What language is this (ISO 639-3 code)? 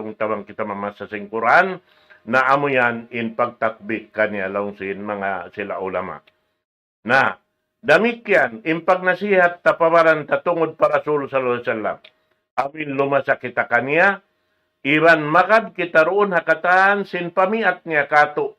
tsg